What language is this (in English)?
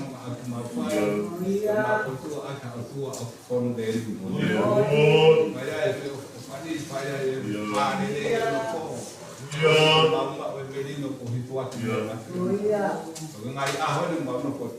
Tongan